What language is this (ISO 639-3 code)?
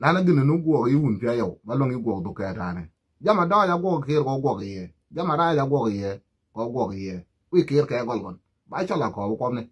nus